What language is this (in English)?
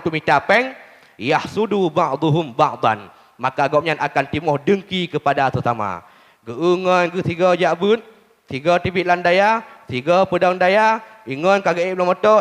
Achinese